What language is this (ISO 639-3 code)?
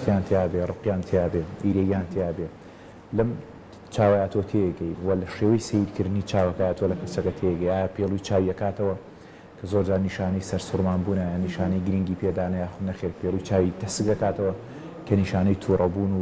ckb